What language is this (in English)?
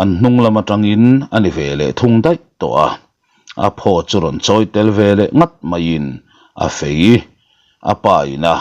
Mizo